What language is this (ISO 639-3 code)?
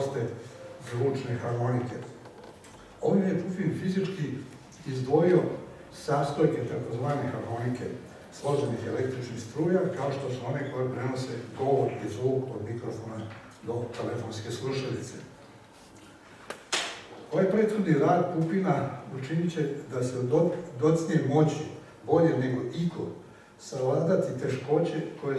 srp